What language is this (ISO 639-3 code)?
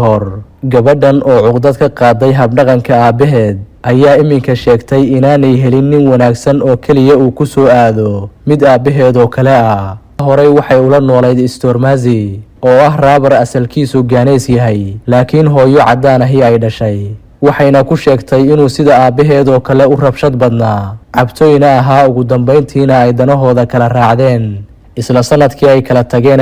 som